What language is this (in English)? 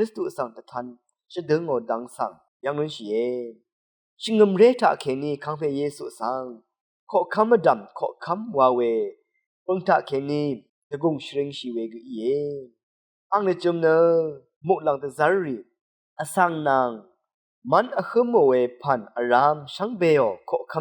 Rawang